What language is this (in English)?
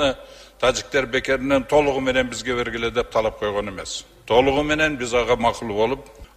Kyrgyz